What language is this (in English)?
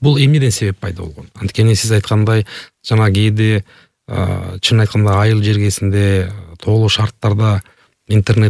Kyrgyz